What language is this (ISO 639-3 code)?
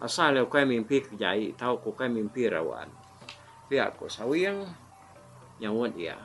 iba